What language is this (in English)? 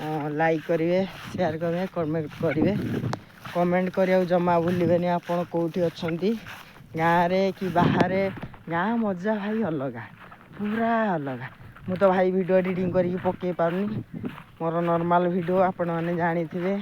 Odia